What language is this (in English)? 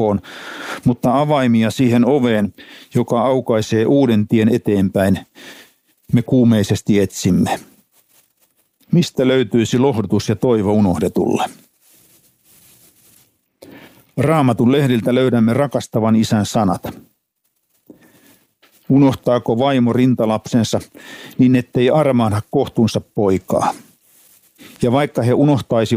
Finnish